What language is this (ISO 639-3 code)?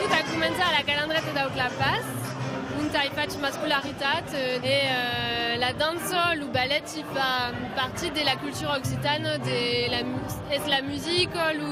oci